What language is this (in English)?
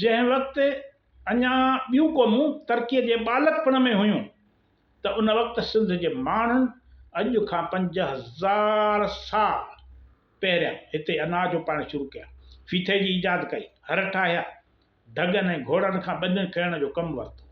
Sindhi